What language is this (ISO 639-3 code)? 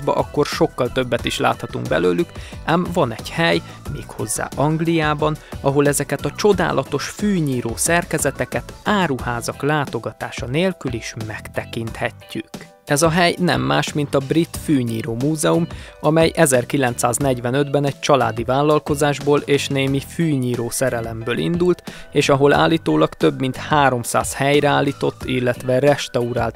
hun